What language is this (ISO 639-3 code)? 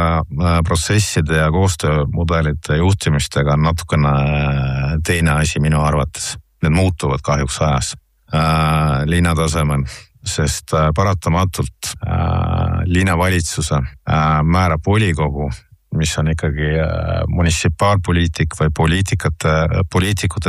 est